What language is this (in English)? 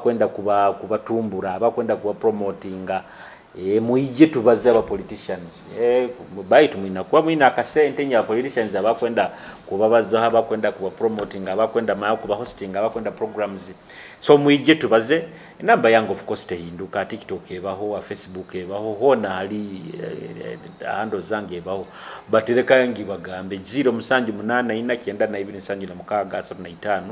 Nyoro